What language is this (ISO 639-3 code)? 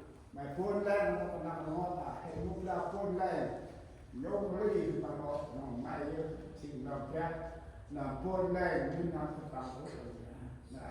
cmo